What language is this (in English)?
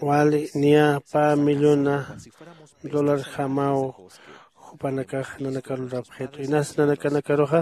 Aymara